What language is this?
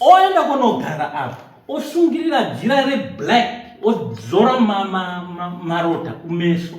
Shona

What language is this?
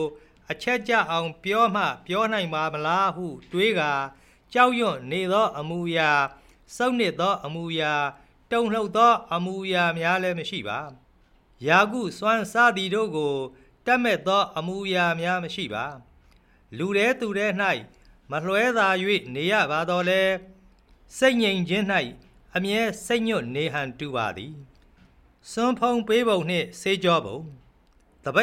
Burmese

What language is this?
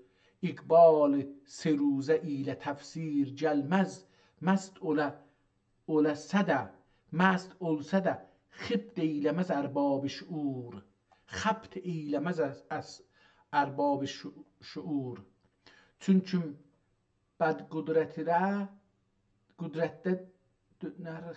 South Azerbaijani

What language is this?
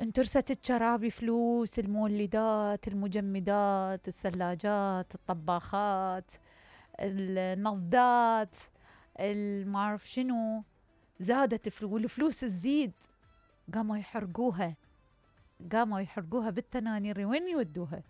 Mesopotamian Arabic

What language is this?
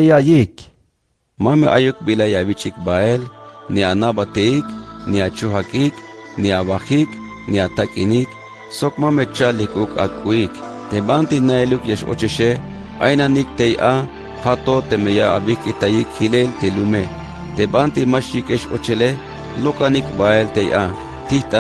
Tzeltal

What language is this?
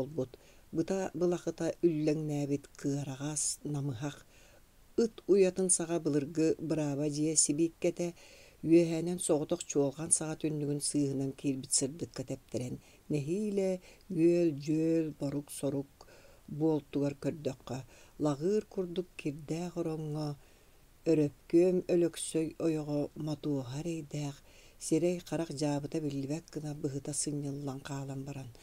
Yakut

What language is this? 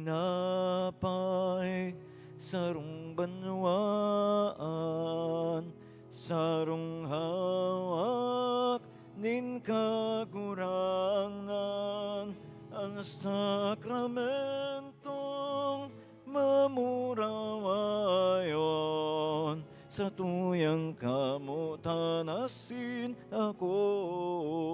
Bikol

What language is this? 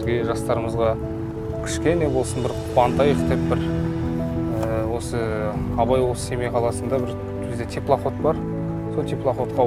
Kazakh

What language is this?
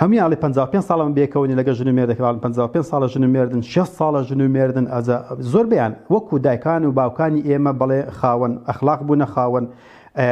Central Kurdish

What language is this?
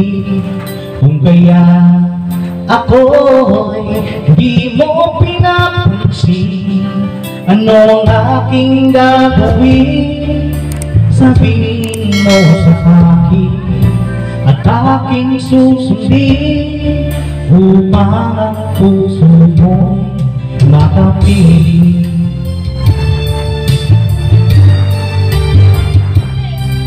Filipino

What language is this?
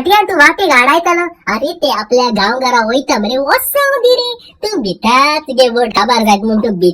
Konkani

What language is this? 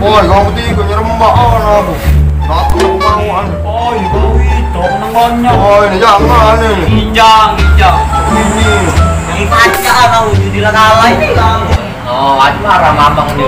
Musi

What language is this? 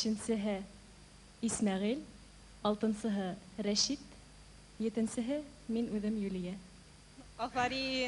Bashkir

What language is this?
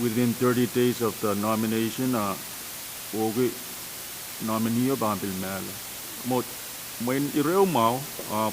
Pohnpeian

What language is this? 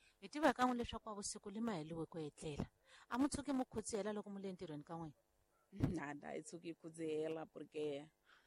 Tsonga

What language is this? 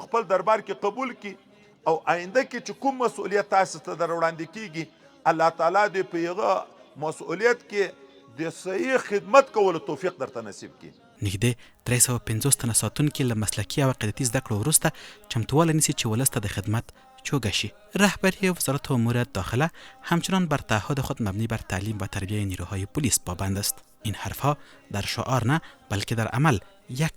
Pashto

